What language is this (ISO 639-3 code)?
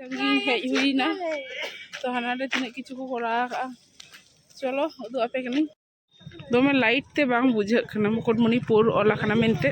sat